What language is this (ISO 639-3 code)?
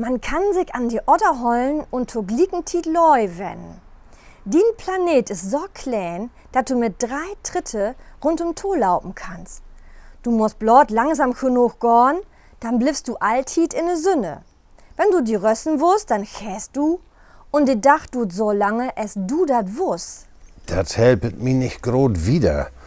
nds